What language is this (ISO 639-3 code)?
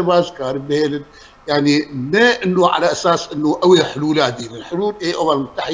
kur